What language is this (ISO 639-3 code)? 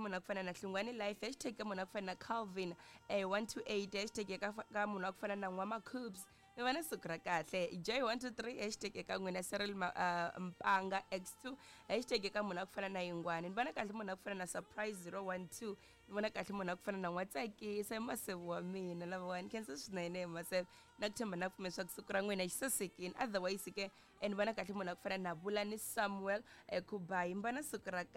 tso